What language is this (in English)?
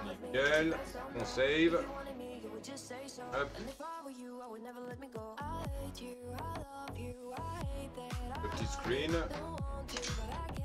French